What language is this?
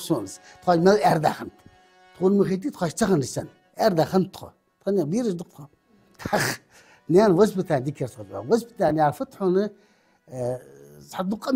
Ingush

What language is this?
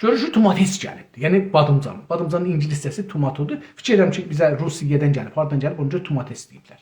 South Azerbaijani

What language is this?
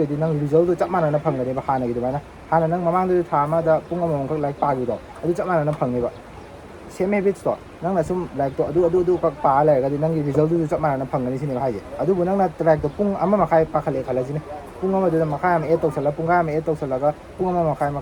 Manipuri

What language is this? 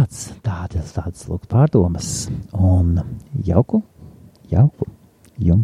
Latvian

